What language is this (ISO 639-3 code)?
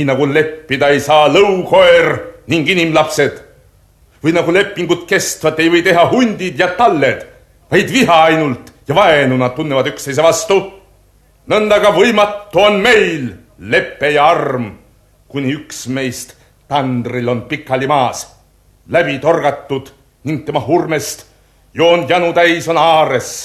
est